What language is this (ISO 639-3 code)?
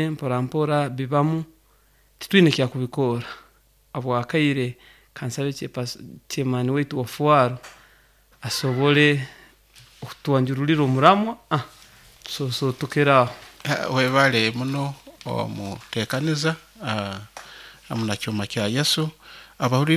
nyo